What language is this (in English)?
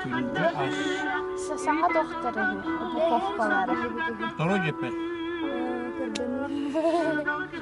Yakut